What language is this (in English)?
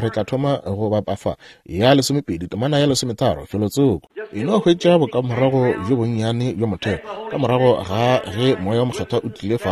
Northern Sotho